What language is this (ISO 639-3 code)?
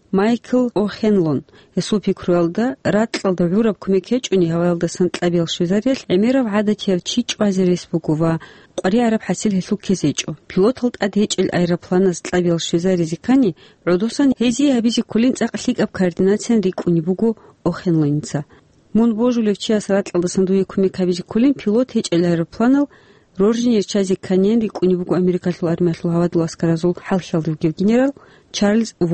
ava